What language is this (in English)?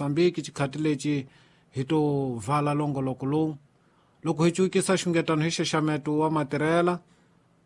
Tsonga